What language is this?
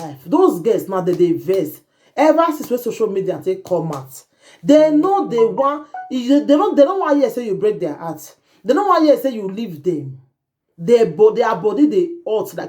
Nigerian Pidgin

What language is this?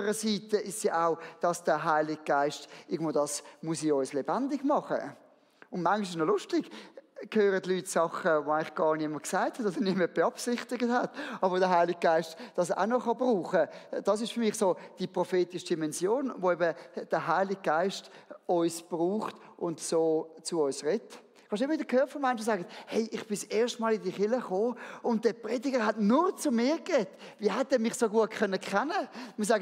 Swiss German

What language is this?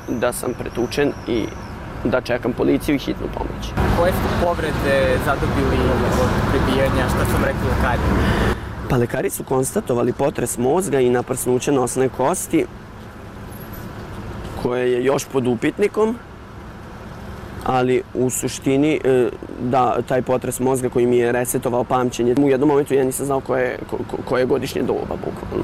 Serbian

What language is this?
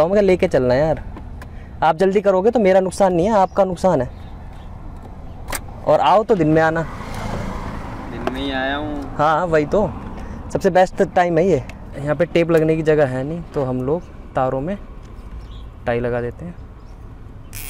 Hindi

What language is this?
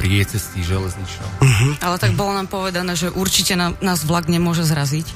Slovak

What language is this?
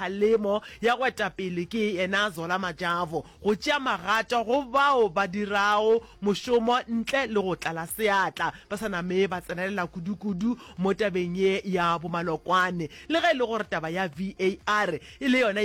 Northern Sotho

